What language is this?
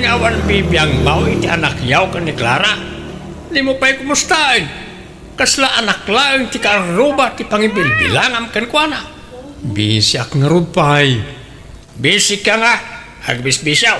Iloko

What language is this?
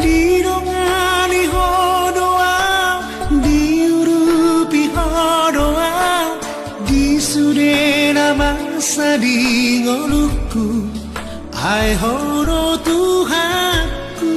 Batak Simalungun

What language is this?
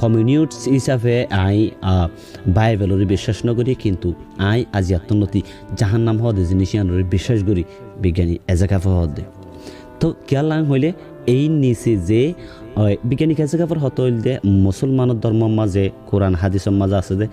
Rohingya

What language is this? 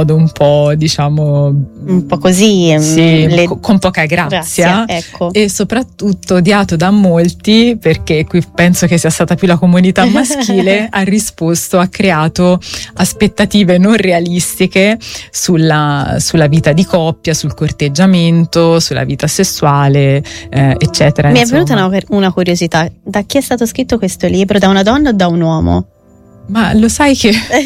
Italian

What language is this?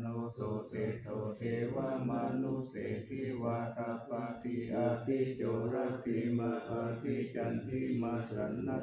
Pali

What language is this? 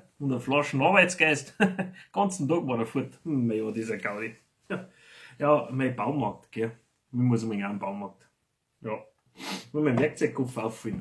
Bavarian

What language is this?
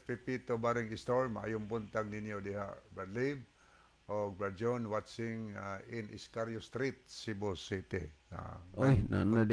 Cebuano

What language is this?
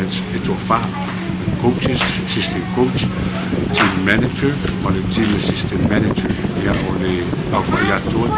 Samoan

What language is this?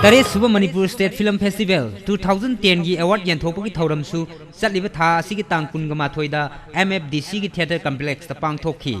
Manipuri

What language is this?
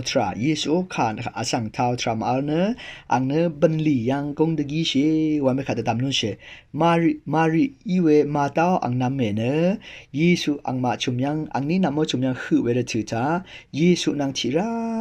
Rawang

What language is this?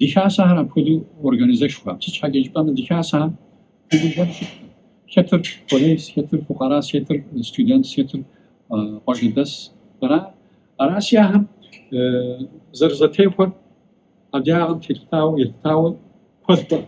Kabardian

